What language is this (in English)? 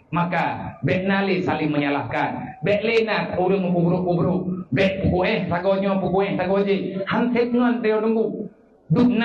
Achinese